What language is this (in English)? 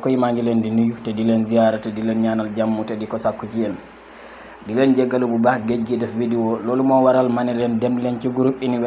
Wolof